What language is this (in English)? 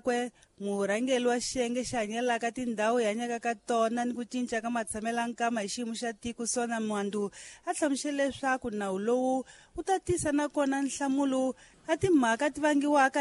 Tsonga